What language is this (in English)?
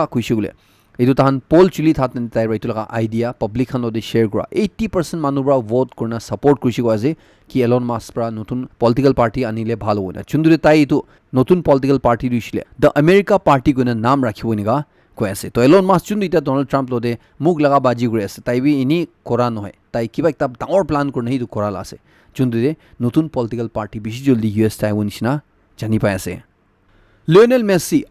Naga Pidgin